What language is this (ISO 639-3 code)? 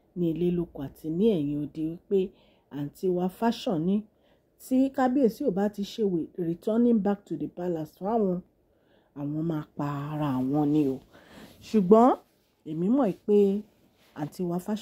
yor